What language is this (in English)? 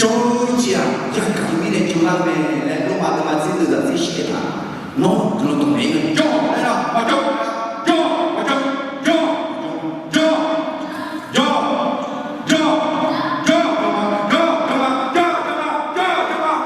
Akha